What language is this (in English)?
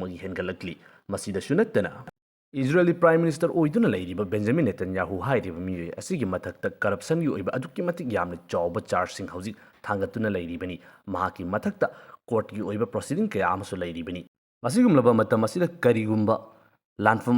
Manipuri